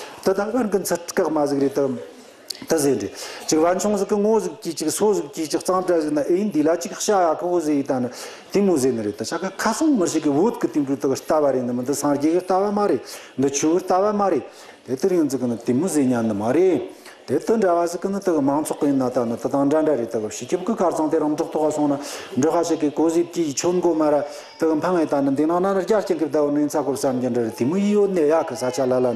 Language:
Tibetan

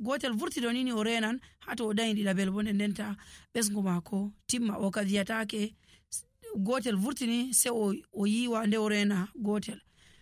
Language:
Nigerian Fulfulde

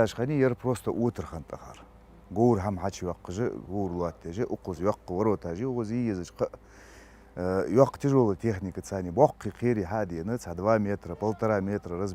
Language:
Ingush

